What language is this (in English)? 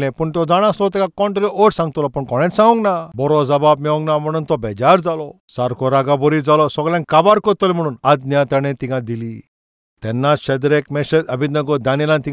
Konkani